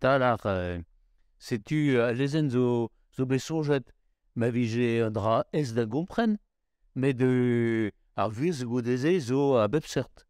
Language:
Breton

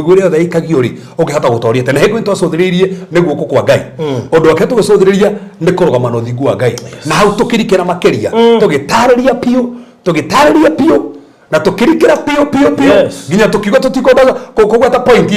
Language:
Kikuyu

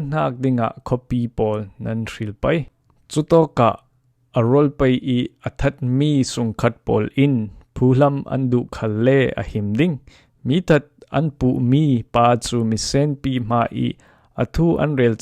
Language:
Falam Chin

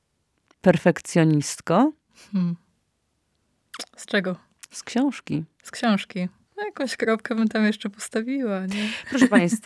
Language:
Polish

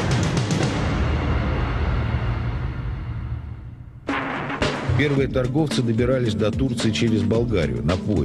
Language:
Russian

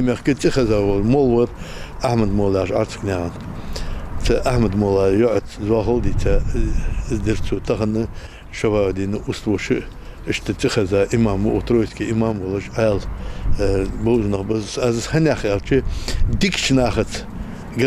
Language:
Ingush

